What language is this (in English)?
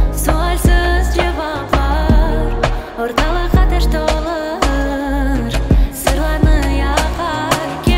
Crimean Tatar